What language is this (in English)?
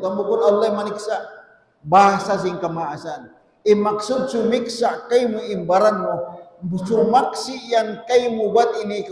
Tausug